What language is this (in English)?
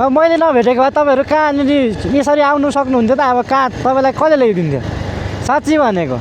Nepali